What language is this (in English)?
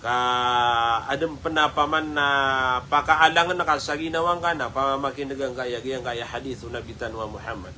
Maranao